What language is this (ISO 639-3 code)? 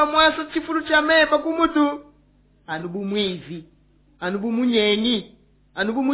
lua